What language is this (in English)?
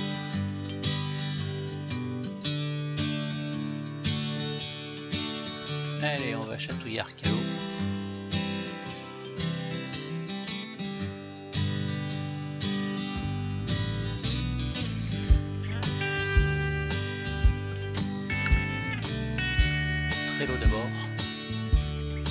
French